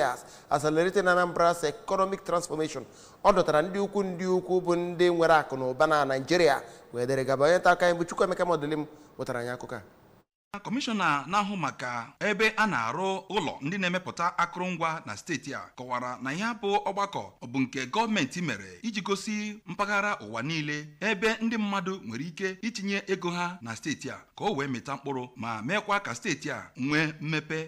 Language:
Igbo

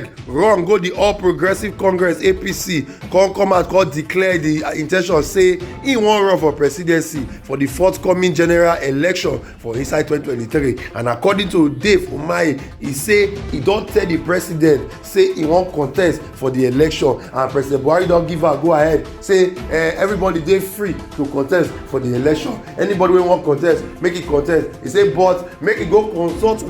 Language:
Nigerian Pidgin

